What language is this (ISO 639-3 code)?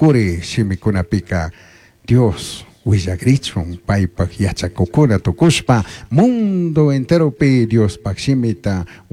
qug